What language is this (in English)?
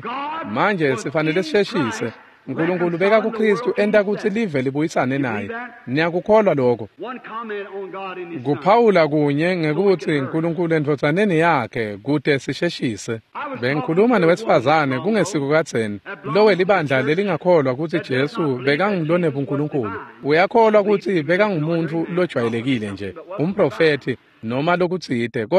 Swati